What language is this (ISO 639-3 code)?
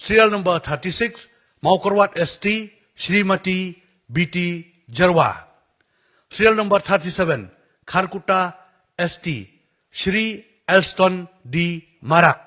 kha